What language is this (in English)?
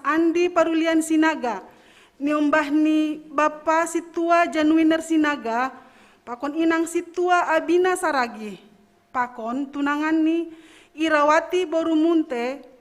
Batak Simalungun